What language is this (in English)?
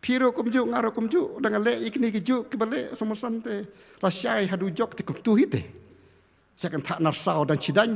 Khasi